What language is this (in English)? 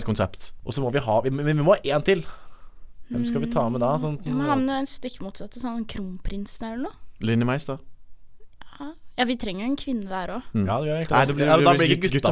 Norwegian